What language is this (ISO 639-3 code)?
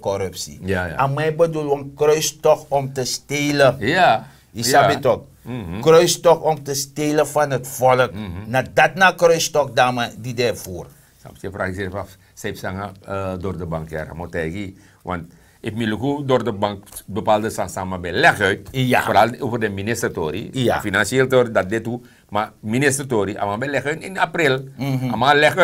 srn